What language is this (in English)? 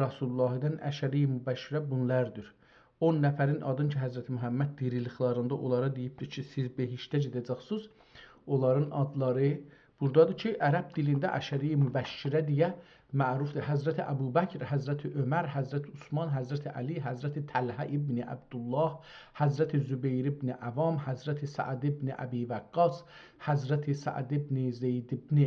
South Azerbaijani